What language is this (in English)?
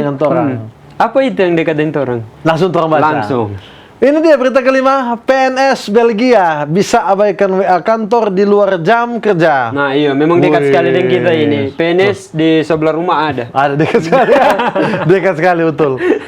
Manado Malay